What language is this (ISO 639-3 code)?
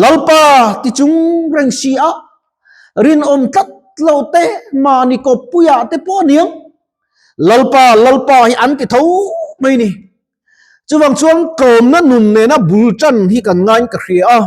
lus